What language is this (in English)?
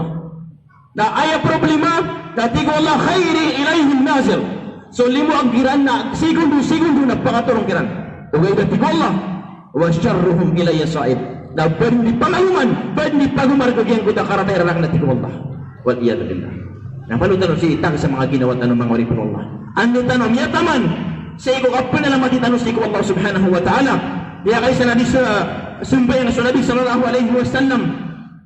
Maranao